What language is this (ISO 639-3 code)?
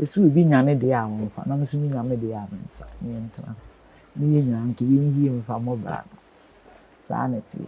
aka